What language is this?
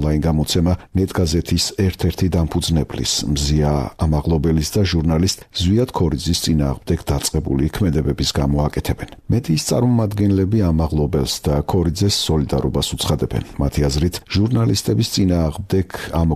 Georgian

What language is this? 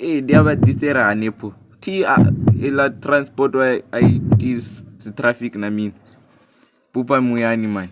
Venda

